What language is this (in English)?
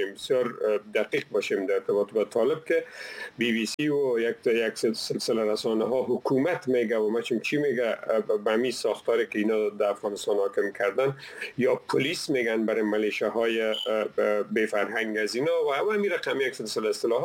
Persian